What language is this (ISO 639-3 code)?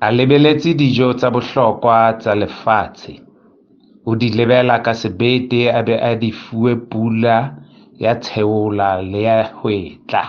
sot